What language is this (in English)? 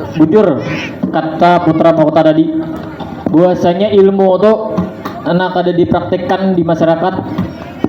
Banjar